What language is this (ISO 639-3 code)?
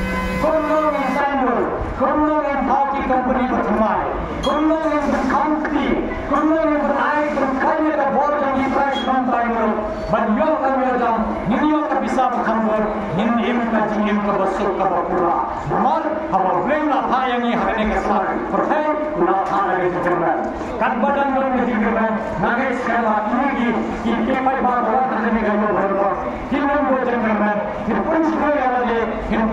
kha